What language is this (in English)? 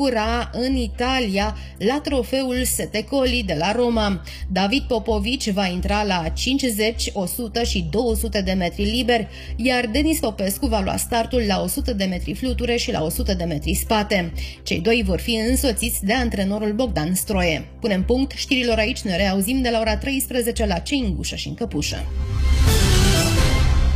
Romanian